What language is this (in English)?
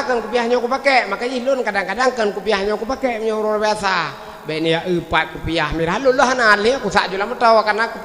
Achinese